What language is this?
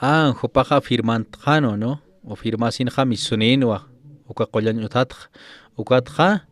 Aymara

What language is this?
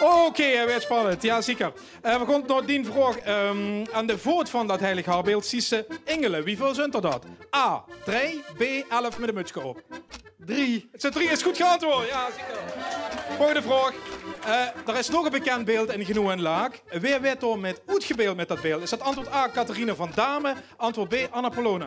Limburgish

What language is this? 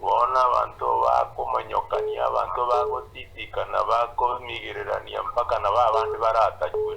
Gusii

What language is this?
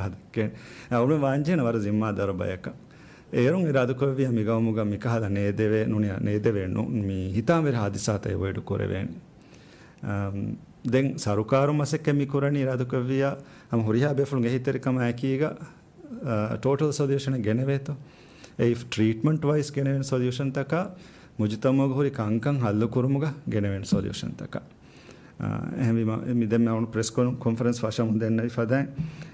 Divehi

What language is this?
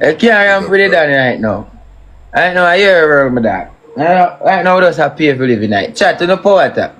Jamaican Creole English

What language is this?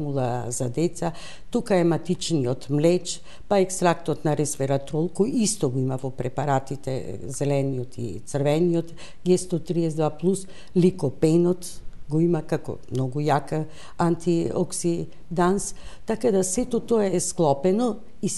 Macedonian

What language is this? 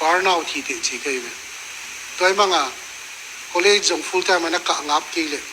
Tedim Chin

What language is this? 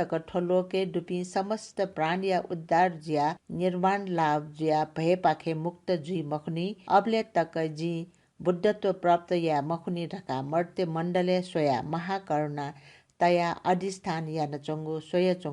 Newari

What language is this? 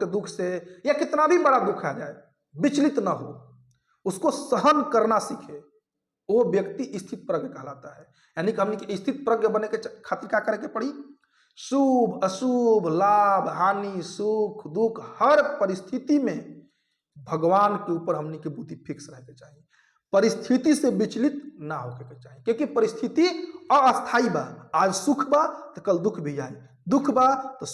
Bhojpuri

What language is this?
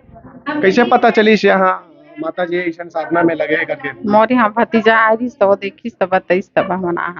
Chhattisgarhi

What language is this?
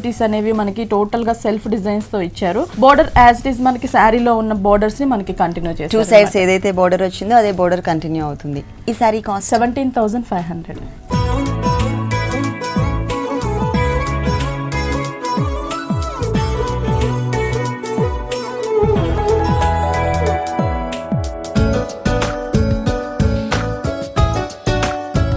Telugu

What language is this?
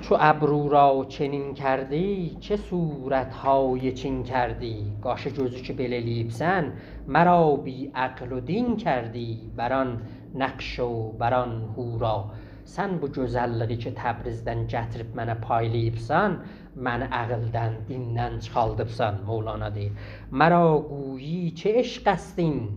South Azerbaijani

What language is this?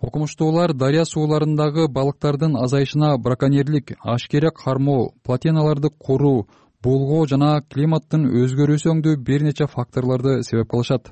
Kyrgyz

